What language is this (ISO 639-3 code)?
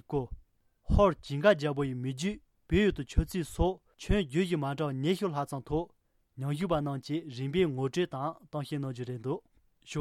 bod